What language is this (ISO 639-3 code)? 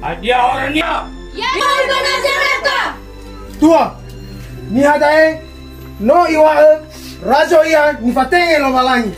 nia